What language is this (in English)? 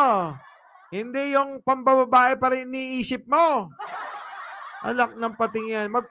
Filipino